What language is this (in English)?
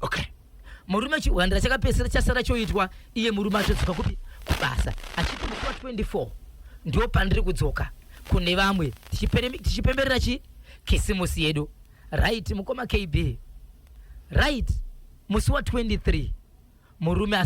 Shona